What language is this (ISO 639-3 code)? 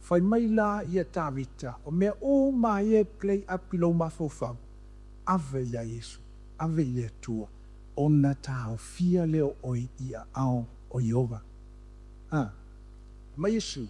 smo